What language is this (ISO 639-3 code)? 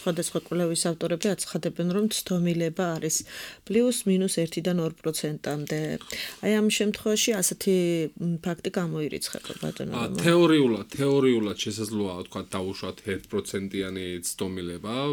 kat